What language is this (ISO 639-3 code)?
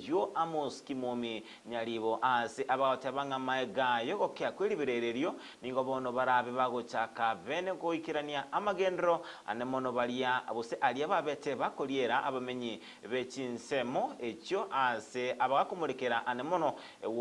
guz